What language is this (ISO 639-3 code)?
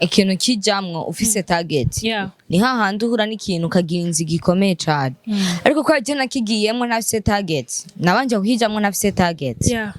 run